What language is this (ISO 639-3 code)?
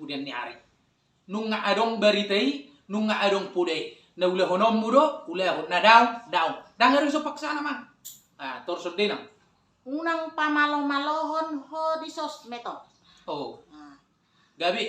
bbc